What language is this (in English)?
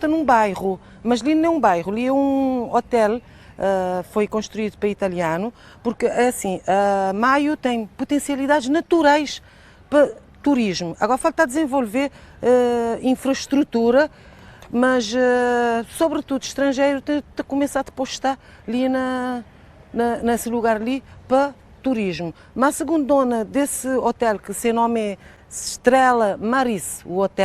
Kabuverdianu